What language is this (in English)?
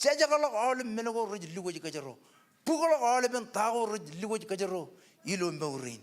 Marshallese